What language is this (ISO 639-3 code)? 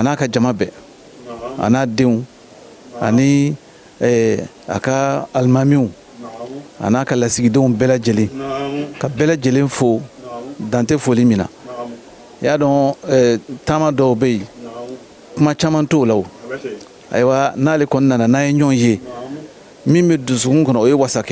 bam